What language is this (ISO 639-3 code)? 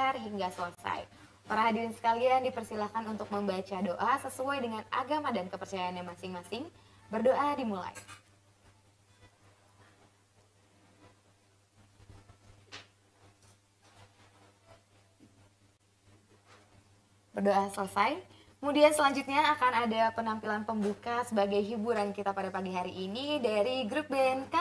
ind